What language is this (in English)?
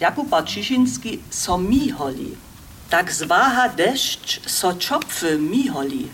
Upper Sorbian